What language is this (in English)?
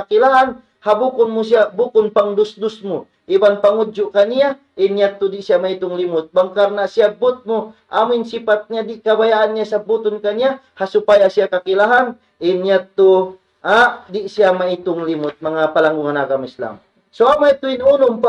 Tausug